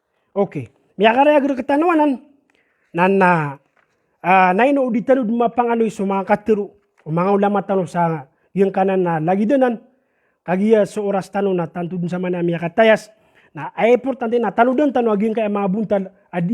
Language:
Maranao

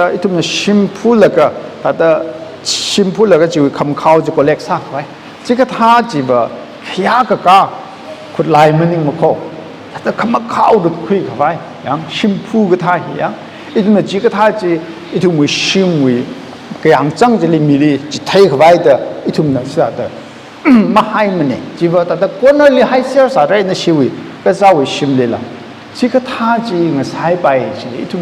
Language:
Tangkhul Naga (India)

